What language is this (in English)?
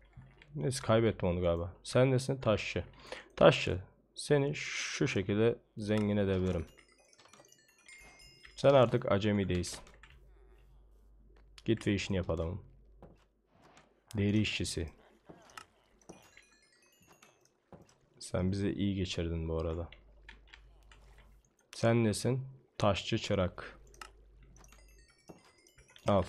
Turkish